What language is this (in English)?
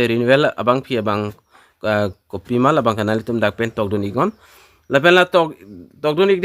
Karbi